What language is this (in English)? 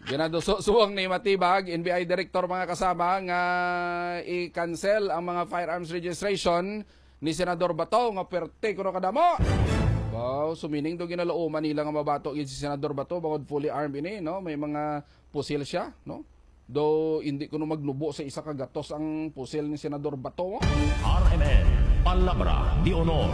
Hiligaynon